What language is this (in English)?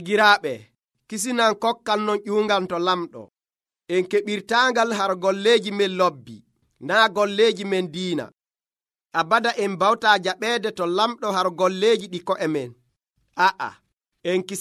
Nigerian Fulfulde